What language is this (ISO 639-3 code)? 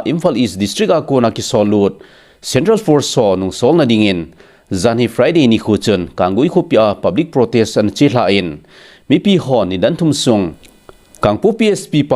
tcz